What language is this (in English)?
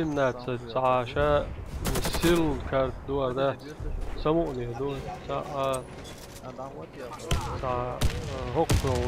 Chechen